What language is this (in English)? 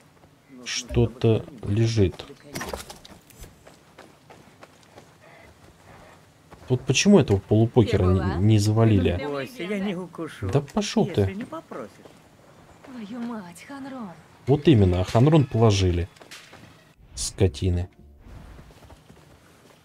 Russian